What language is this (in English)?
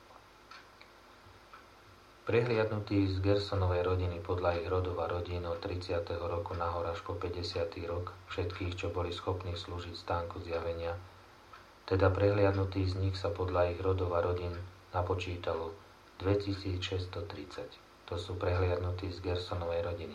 Slovak